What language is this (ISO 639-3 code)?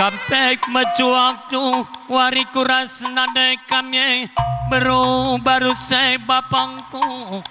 btx